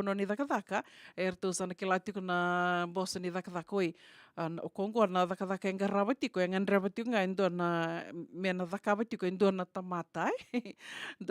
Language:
Fijian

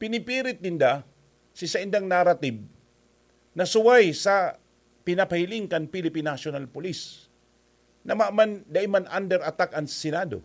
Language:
Bikol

